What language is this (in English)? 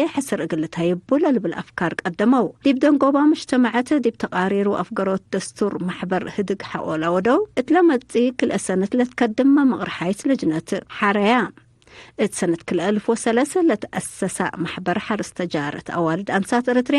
Tigre